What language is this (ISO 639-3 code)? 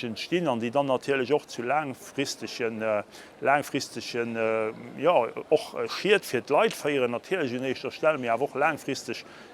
ltz